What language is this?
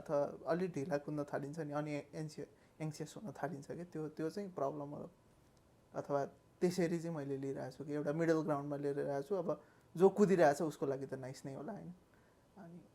Nepali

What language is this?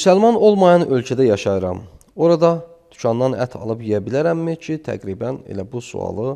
Azerbaijani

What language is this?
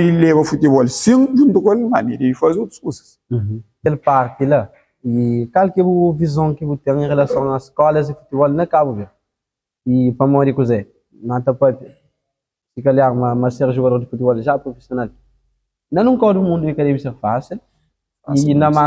Kabuverdianu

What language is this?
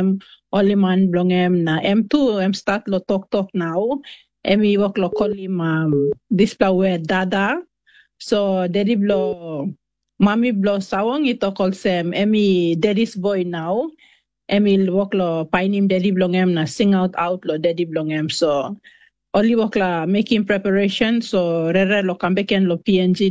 Tok Pisin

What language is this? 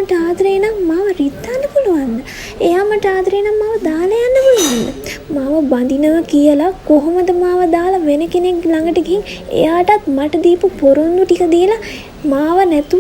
Sinhala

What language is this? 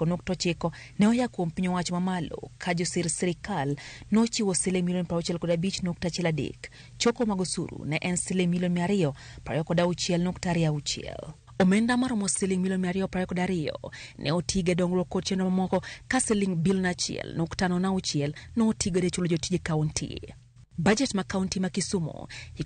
Luo (Kenya and Tanzania)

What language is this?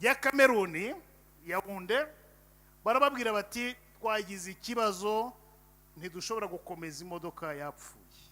Kinyarwanda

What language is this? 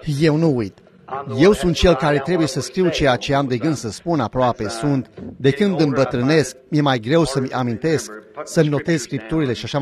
Romanian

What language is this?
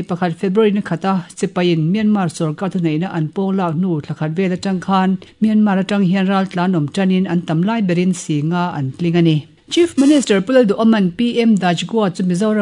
Mizo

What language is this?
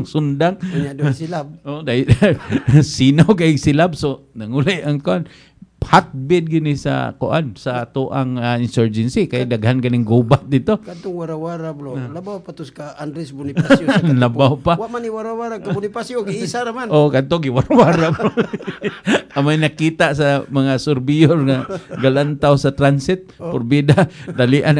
Cebuano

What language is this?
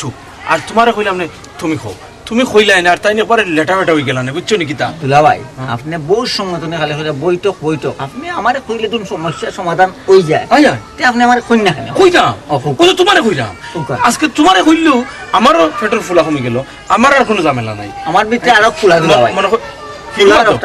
Sylheti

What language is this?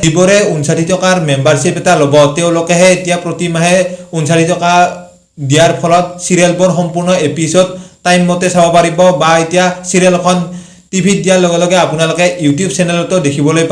Assamese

